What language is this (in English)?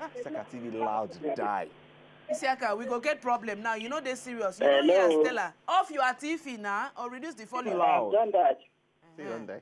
Nigerian Pidgin